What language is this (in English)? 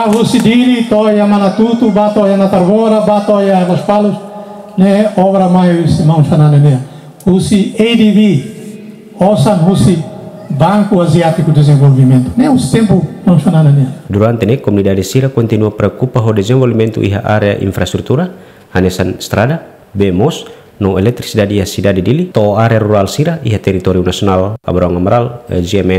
Tetum